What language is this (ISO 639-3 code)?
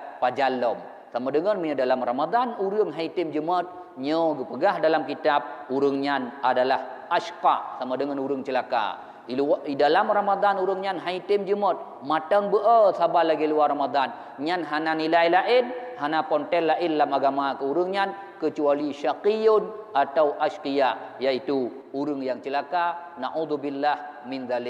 ace